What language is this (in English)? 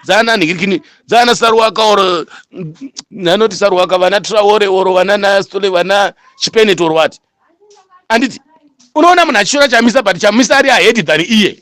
Shona